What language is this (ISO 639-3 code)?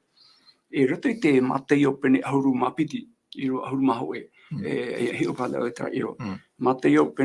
tah